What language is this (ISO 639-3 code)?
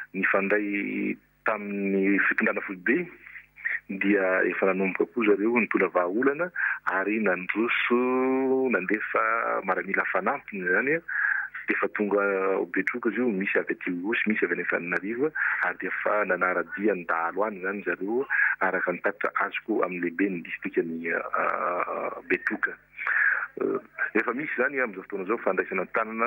mlg